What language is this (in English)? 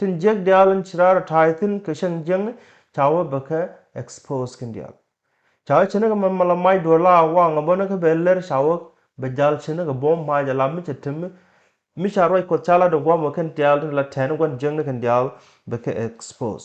Nuer